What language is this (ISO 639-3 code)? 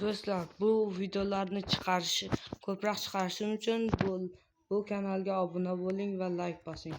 uzb